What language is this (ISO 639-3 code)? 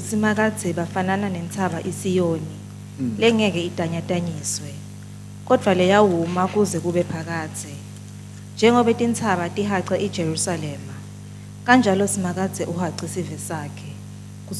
ssw